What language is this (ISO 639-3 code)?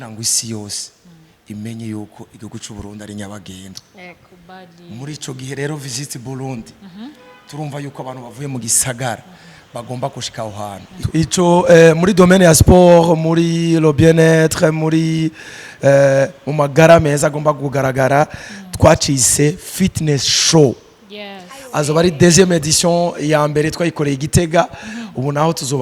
run